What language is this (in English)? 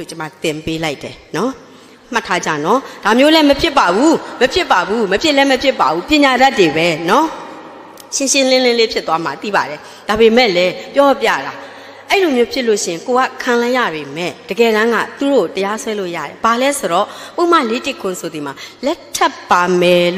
Burmese